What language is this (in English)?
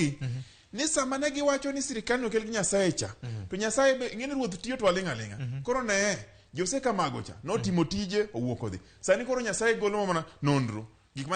Luo (Kenya and Tanzania)